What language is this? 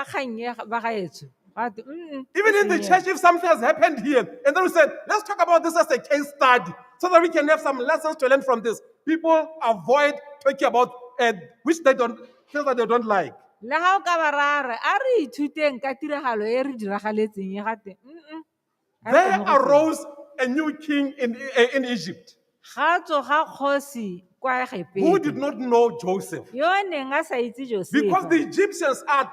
Tswana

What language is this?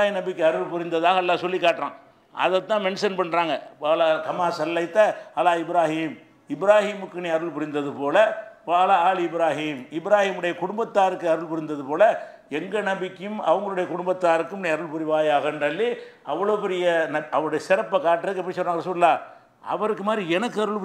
Tamil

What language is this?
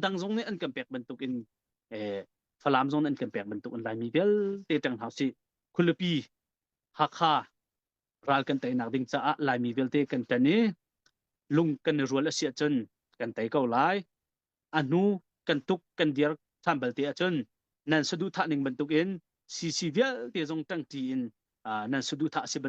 Hakha Chin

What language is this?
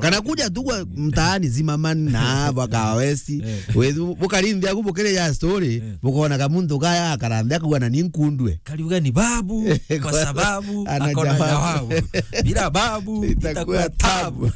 Meru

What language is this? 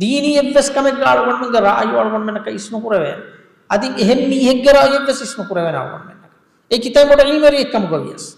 Divehi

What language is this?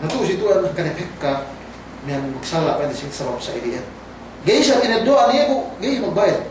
Yakan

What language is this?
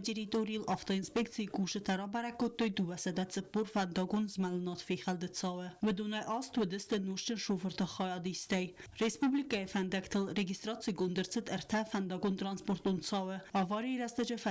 Ossetic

